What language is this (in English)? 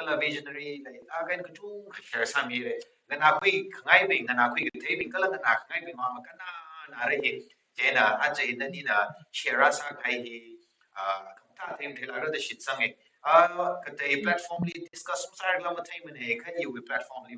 Tangkhul Naga (India)